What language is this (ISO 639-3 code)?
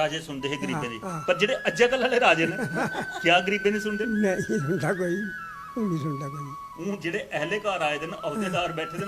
doi